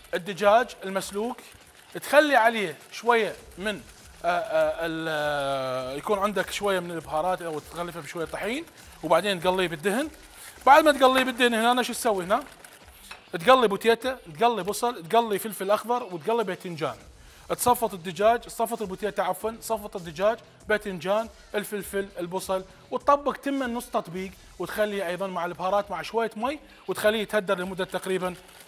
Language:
Mesopotamian Arabic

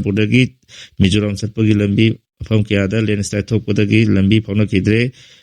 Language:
Manipuri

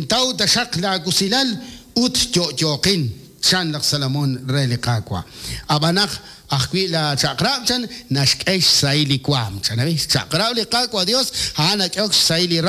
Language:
Kekchí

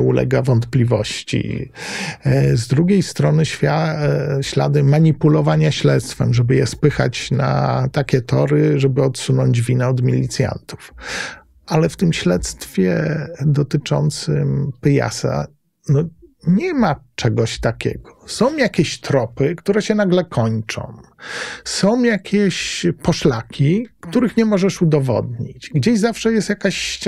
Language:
Polish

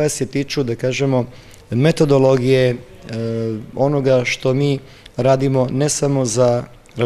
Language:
Serbian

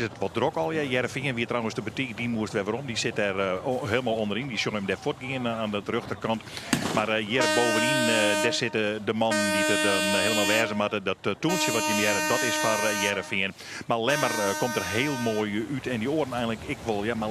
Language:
Western Frisian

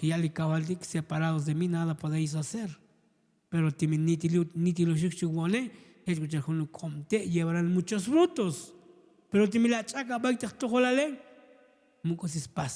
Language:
Tzotzil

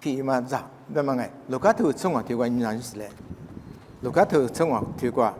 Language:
Lisu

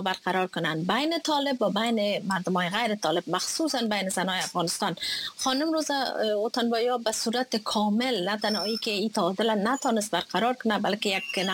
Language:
Persian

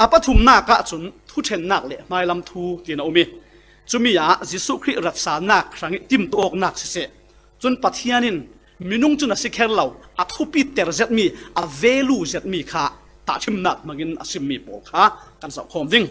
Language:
Falam Chin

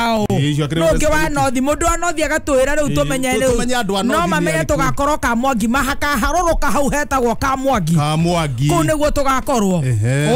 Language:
Kikuyu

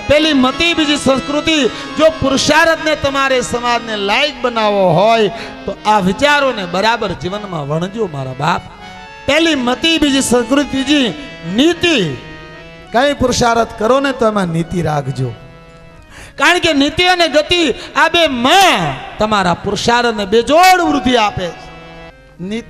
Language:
Gujarati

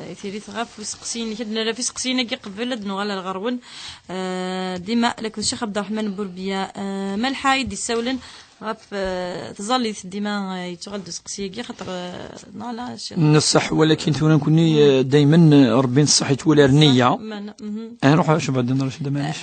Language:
Kabyle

